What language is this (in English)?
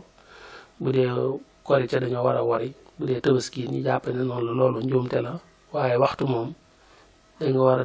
Wolof